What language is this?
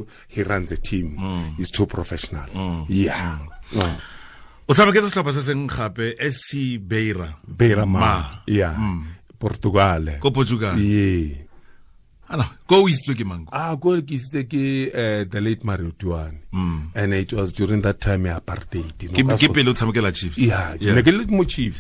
Tswana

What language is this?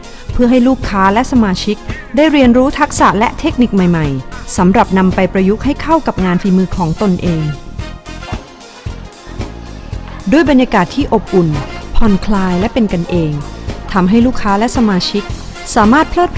Thai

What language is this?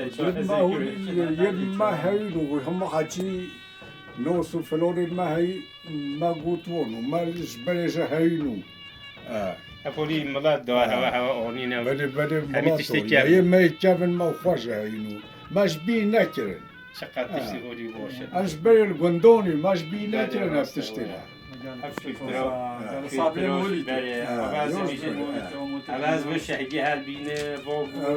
Kurdish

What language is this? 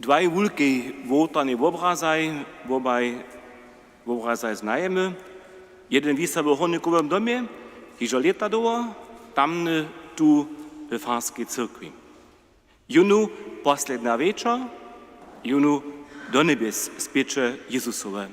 Upper Sorbian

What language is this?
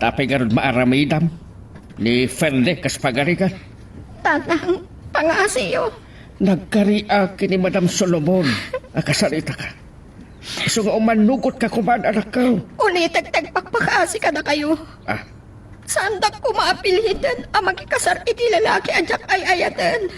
Iloko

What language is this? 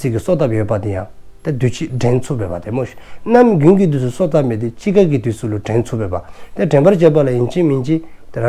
Dzongkha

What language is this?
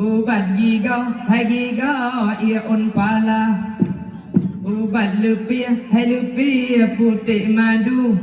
Achinese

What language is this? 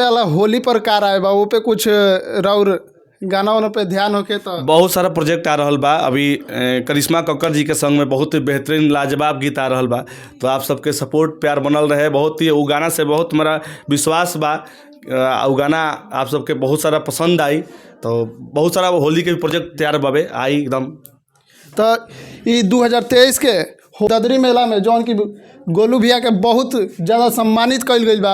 Bhojpuri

